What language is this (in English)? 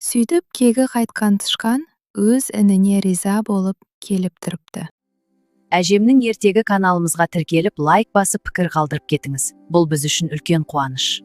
Kazakh